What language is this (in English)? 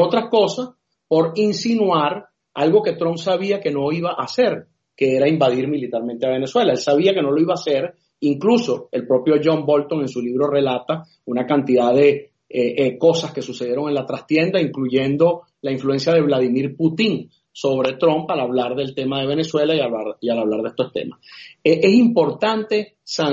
Spanish